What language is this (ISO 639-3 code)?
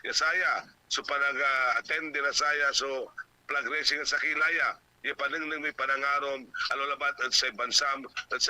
pag